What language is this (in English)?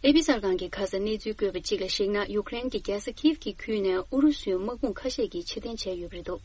Tibetan